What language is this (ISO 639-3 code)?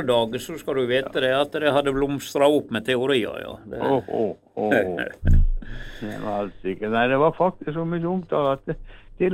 nor